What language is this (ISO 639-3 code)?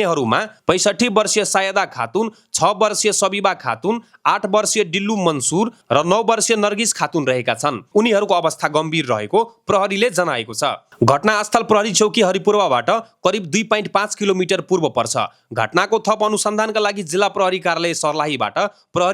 nep